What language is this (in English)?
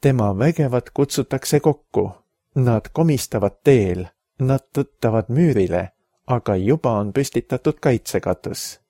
Estonian